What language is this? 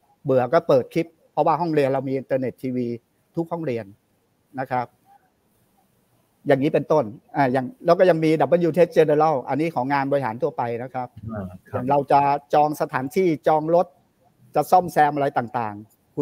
Thai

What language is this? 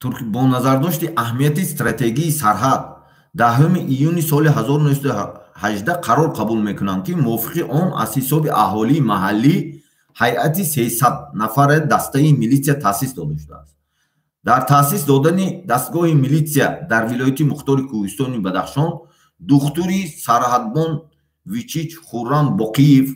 Tajik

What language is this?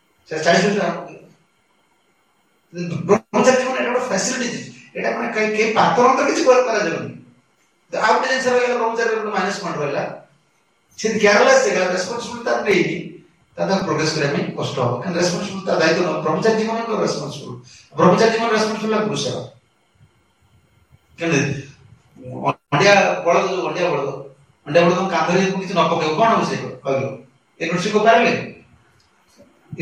Odia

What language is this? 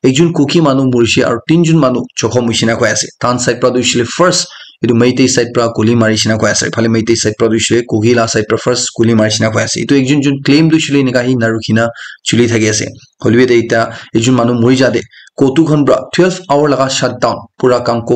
Naga Pidgin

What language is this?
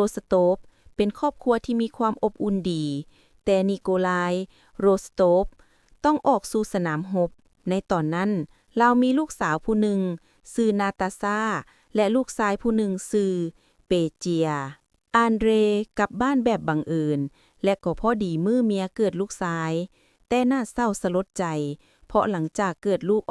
Lao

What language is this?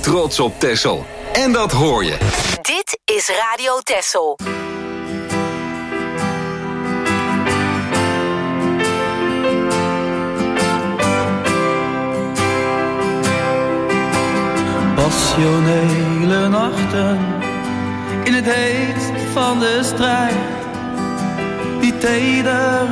Dutch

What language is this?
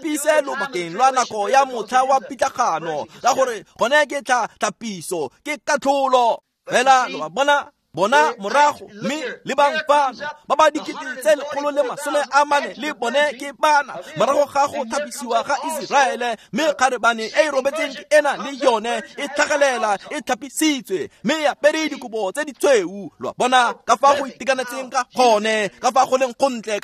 Tswana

